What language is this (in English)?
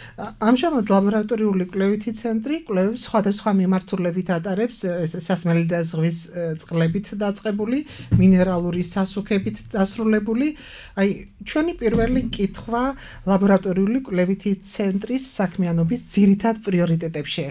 Georgian